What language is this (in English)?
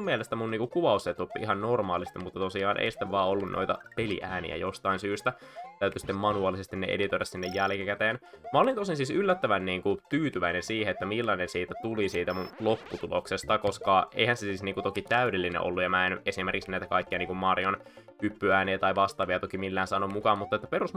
Finnish